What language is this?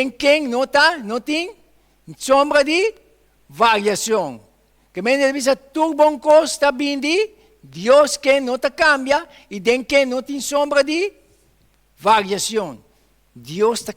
Papiamento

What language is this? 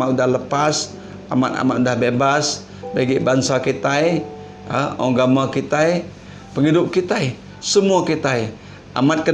Iban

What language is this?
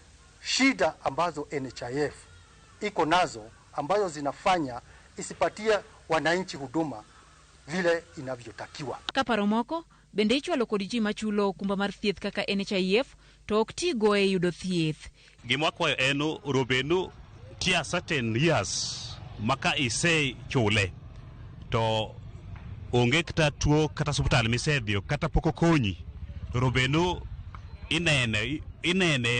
Luo (Kenya and Tanzania)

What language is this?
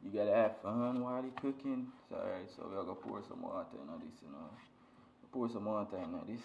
Jamaican Creole English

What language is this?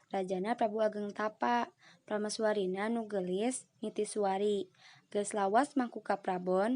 Sundanese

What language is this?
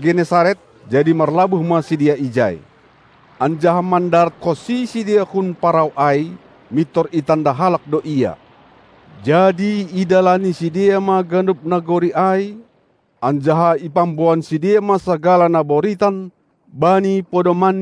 Batak Simalungun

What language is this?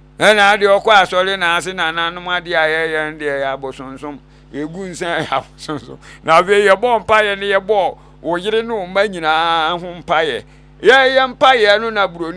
Akan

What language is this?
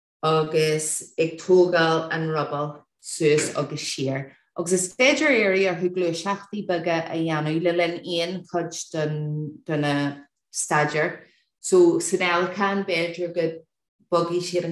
Irish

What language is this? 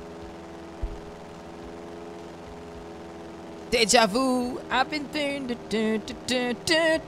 Hindi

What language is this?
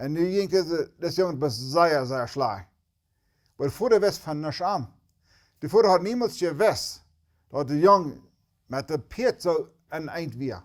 Plautdietsch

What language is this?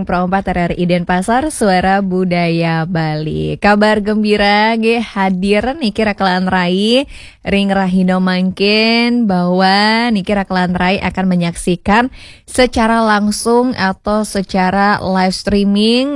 Balinese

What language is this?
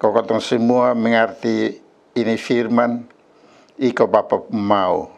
Kupang Malay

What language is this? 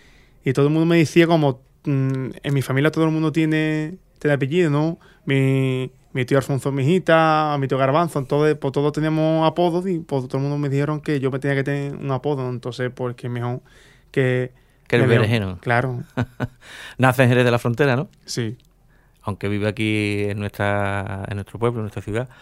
Spanish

